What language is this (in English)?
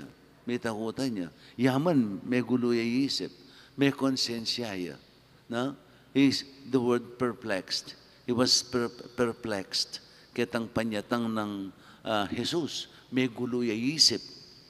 Pampanga